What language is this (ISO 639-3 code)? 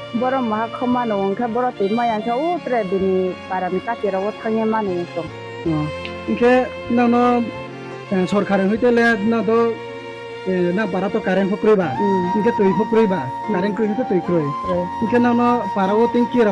ria